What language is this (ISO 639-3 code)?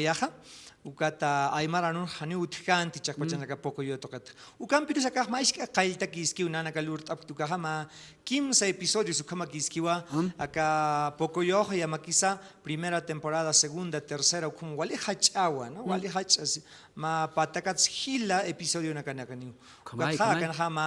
aym